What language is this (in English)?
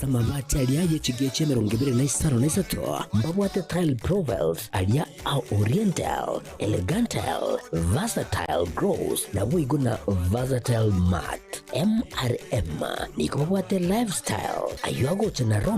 Gusii